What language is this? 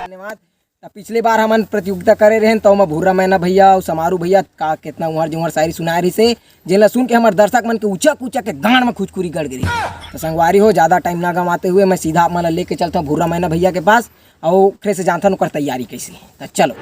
Chhattisgarhi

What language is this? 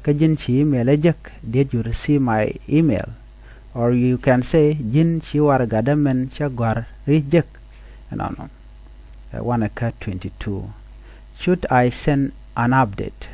Nuer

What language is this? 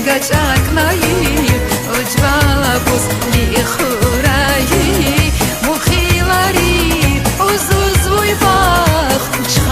Tabassaran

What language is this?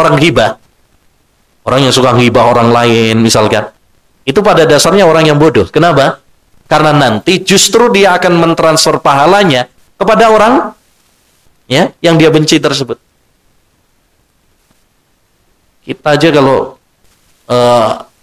Indonesian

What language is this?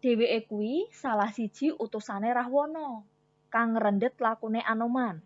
Javanese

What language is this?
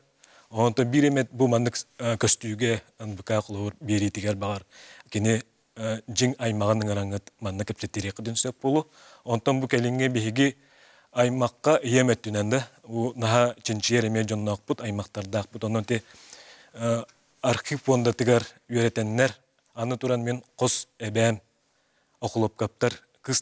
Yakut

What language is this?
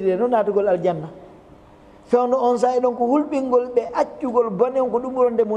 Fula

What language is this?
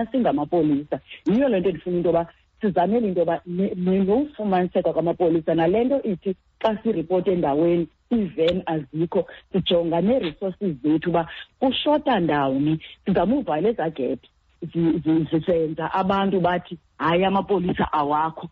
Xhosa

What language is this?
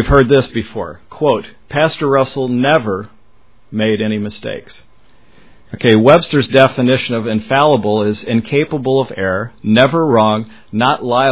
English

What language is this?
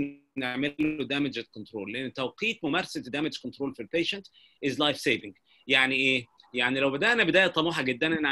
Egyptian Arabic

